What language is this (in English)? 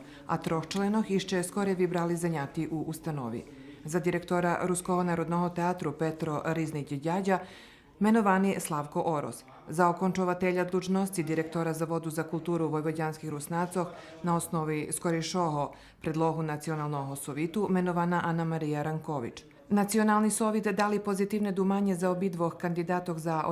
Rusyn